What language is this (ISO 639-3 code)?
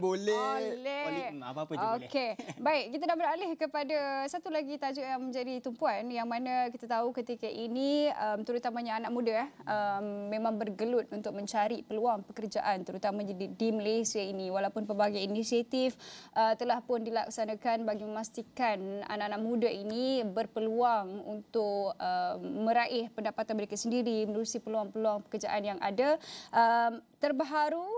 msa